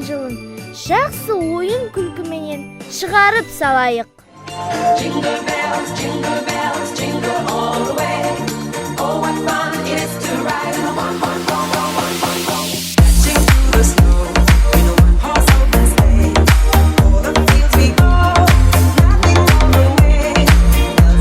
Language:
Kara-Kalpak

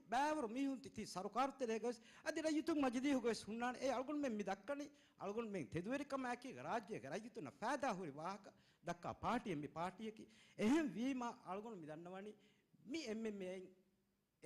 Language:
Divehi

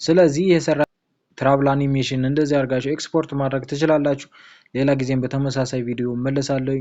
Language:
Amharic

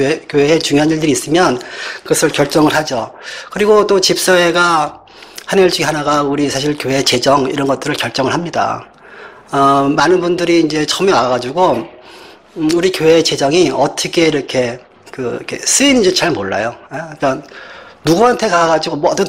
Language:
Korean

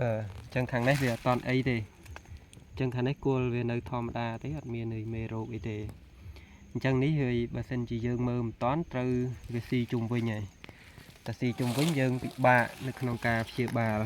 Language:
Khmer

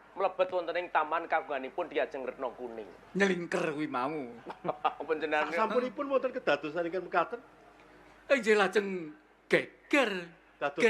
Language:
Javanese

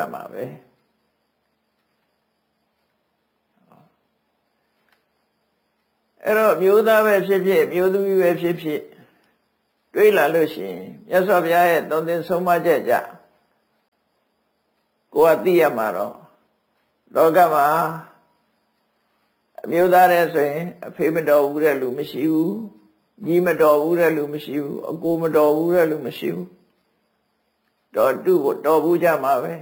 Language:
Burmese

